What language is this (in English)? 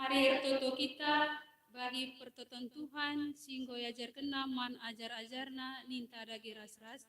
Batak Karo